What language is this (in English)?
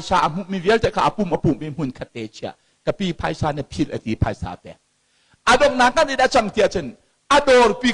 Hakha Chin